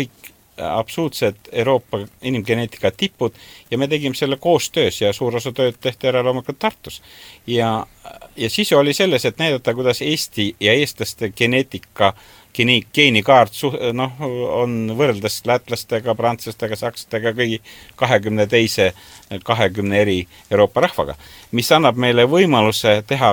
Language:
Estonian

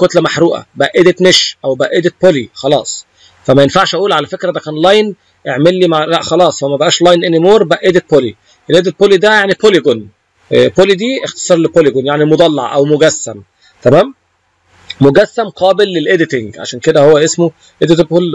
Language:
Egyptian Arabic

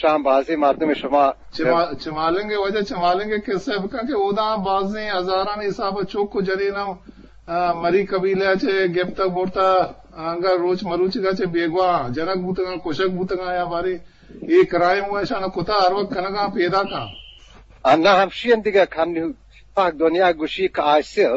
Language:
Eastern Balochi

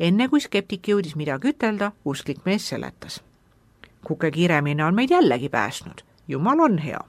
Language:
Estonian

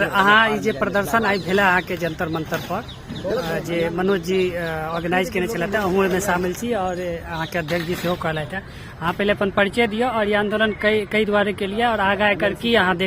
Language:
Maithili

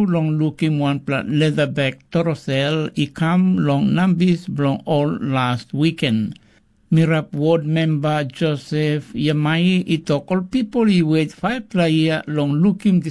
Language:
Tok Pisin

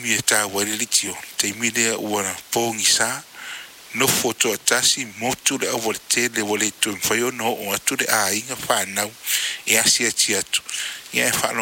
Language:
Samoan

